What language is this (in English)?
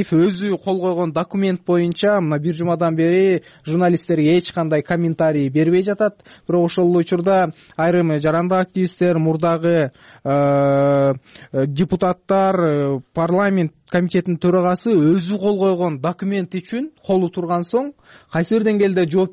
Kyrgyz